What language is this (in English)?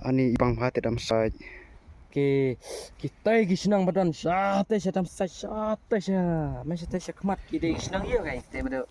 Khasi